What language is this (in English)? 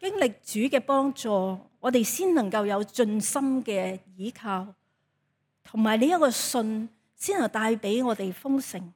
Cantonese